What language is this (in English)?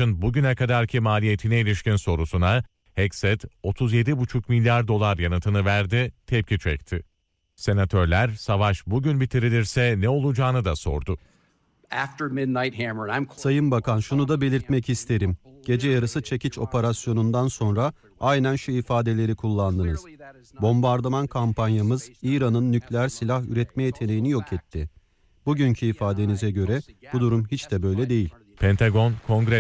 Turkish